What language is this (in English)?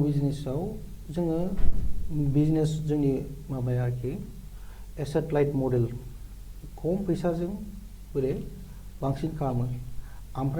Bodo